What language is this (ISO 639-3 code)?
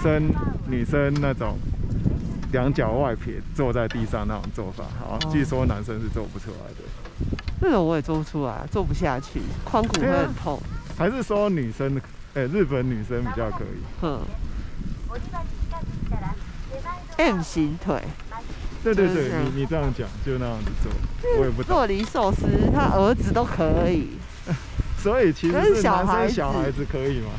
zho